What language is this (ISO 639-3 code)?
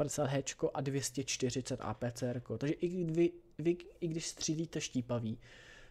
ces